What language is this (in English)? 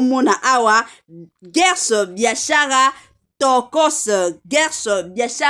Lingala